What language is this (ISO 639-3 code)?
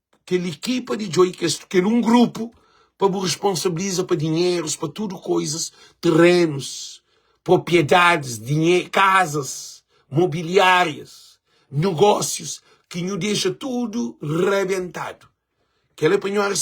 kea